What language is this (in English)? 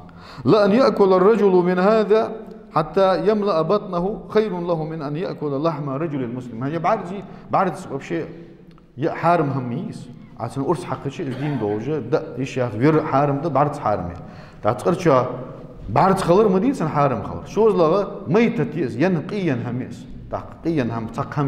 Ingush